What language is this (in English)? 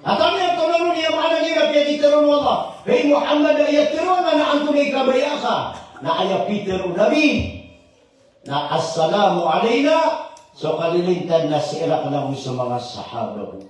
Maranao